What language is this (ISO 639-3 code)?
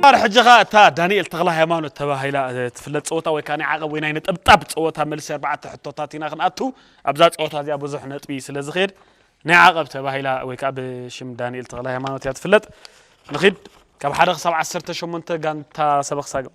tir